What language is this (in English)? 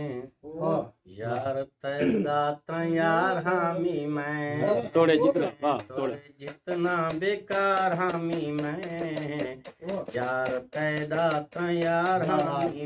Saraiki